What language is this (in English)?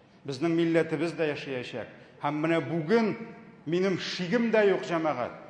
Tatar